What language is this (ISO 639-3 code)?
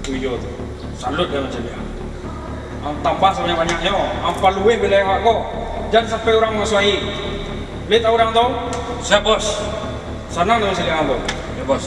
min